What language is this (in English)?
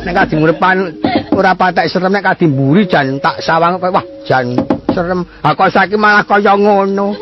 Javanese